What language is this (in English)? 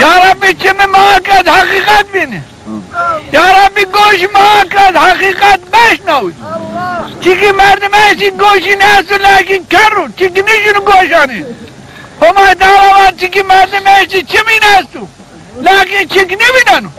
Zaza